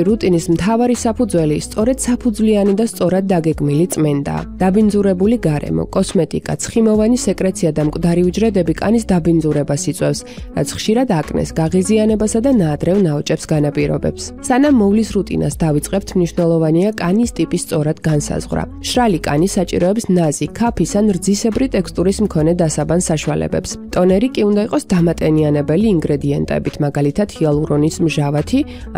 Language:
Georgian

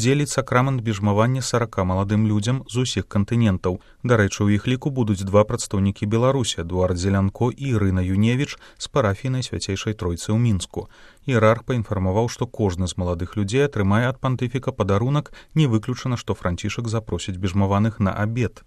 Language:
Belarusian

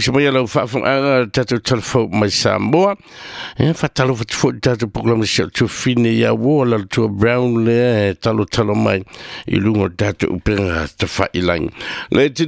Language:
Samoan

